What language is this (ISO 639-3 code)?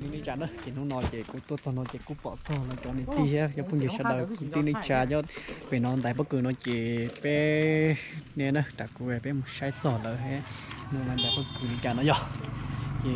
hmn